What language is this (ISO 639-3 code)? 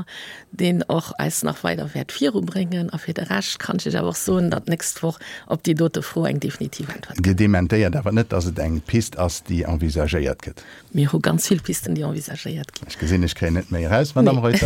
ltz